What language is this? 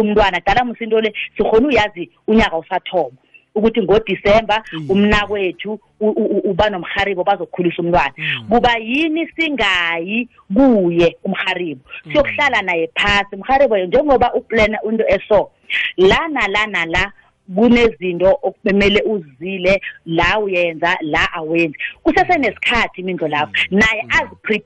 South Ndebele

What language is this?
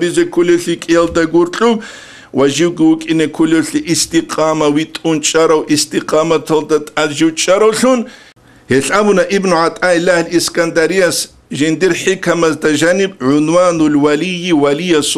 Avaric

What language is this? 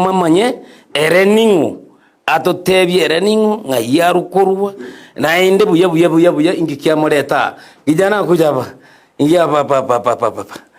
Gusii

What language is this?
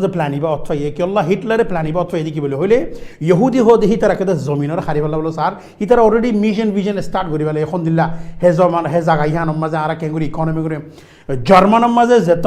Rohingya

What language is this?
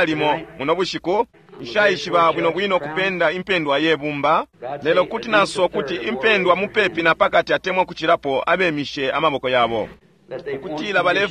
Bemba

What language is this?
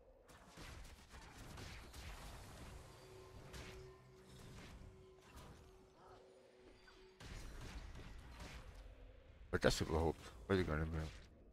German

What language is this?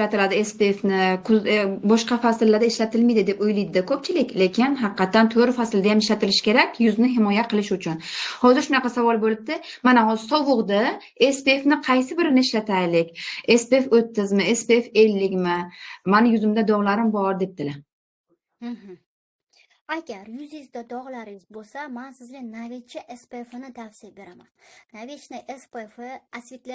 Uzbek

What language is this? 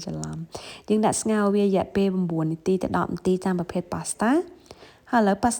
Khmer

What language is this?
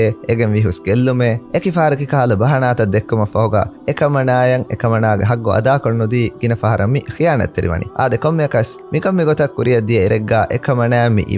Divehi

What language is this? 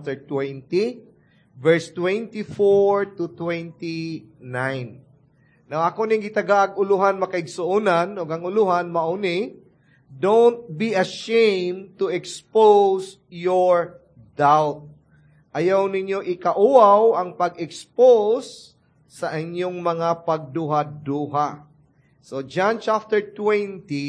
Cebuano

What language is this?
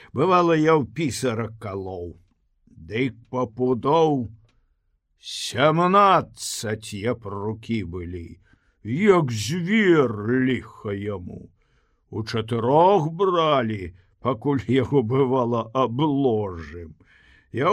Belarusian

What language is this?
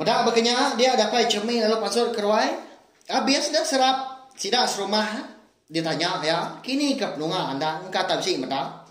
Iban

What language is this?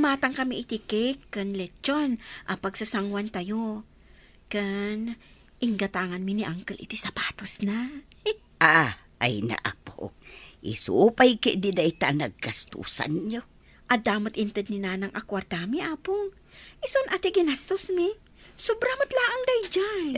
Iloko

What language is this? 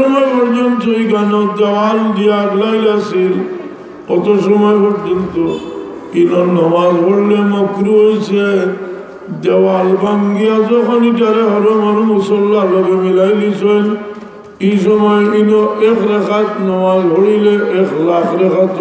Sylheti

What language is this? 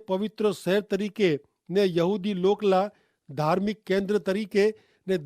Kachhi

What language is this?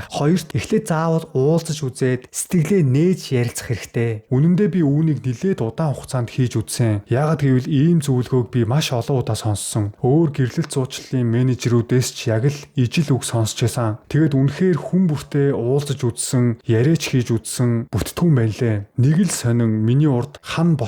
Mongolian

